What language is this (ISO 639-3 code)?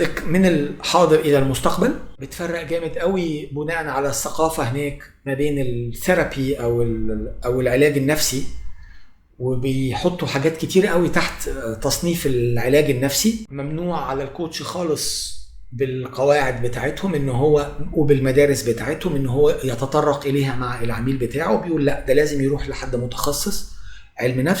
arz